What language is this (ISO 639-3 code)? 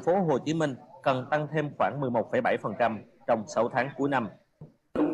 vie